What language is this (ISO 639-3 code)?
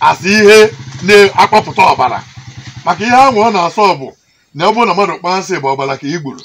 ibo